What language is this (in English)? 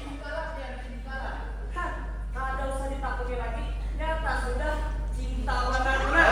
Banjar